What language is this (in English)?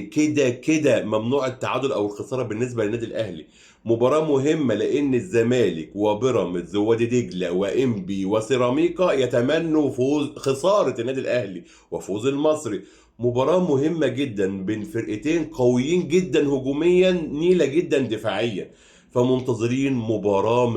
Egyptian Arabic